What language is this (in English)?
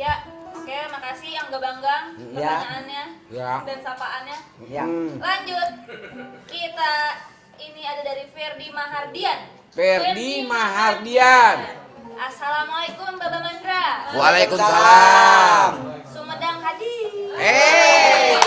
Betawi